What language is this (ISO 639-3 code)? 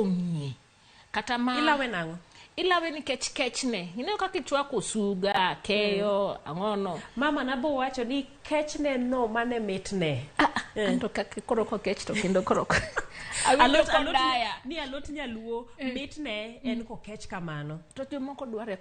luo